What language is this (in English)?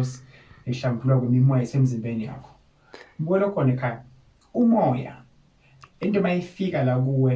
Zulu